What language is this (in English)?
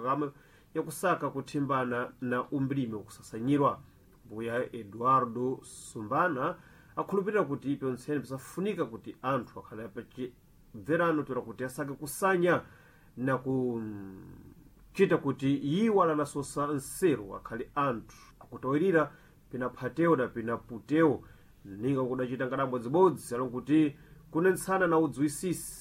Sena